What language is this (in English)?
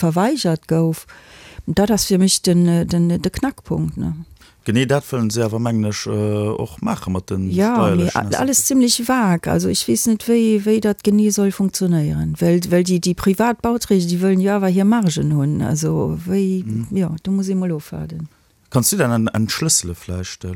Luxembourgish